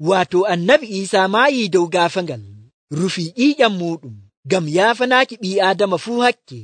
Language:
Nigerian Fulfulde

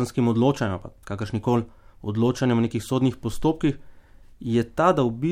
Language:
Slovenian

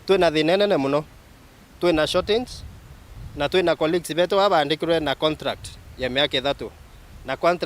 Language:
Meru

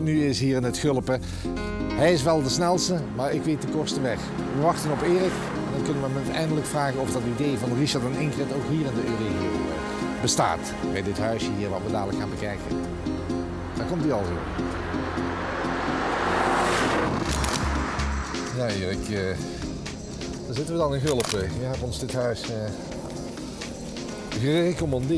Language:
Dutch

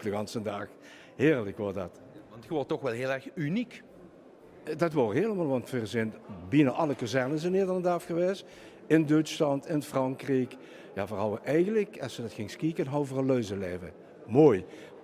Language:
Limburgish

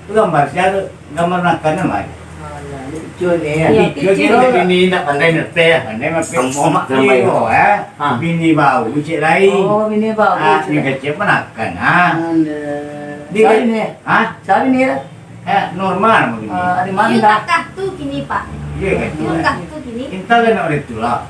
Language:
Minangkabau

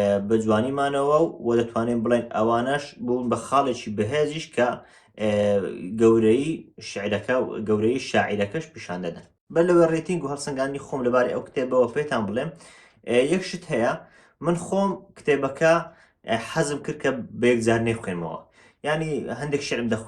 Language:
Central Kurdish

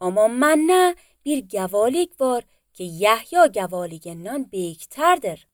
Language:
Azerbaijani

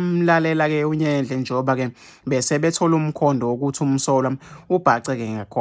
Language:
Zulu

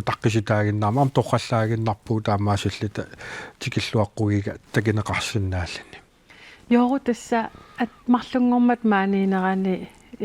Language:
Kalaallisut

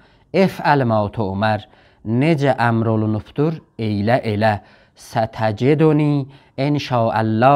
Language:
South Azerbaijani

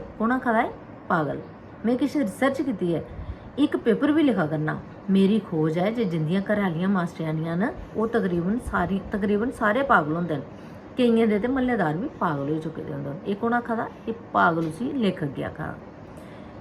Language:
Dogri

